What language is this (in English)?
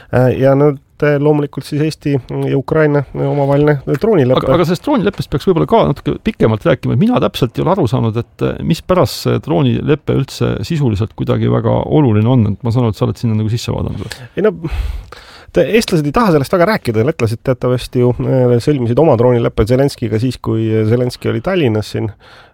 Estonian